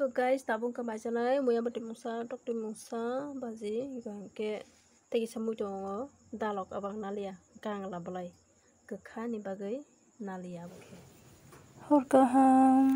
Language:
Kok Borok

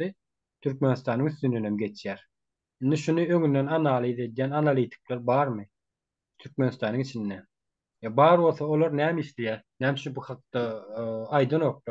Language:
Turkmen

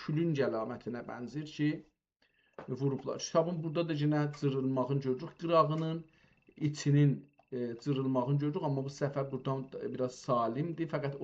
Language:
South Azerbaijani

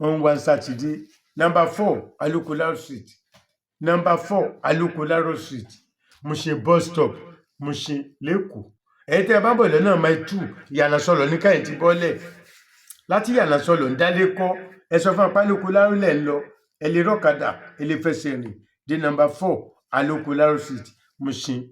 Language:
Yoruba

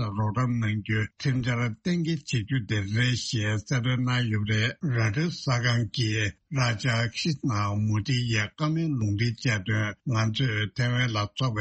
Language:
Tibetan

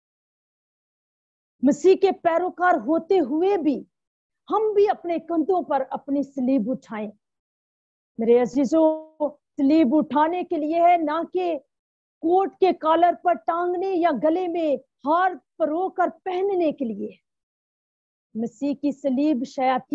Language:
Urdu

